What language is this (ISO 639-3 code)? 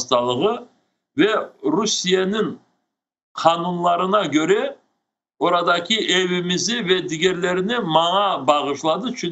crh